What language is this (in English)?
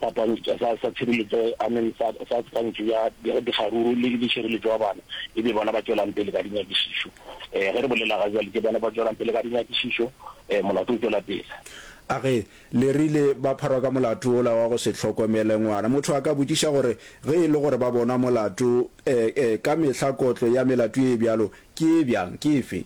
Northern Sotho